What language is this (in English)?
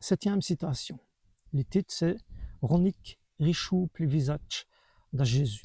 Walloon